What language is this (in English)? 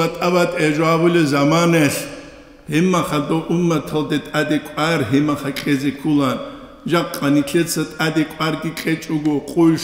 Avaric